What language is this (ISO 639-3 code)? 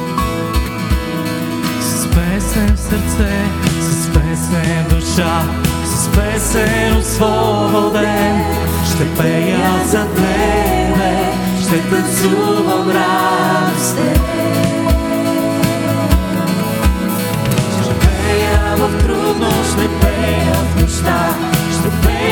bul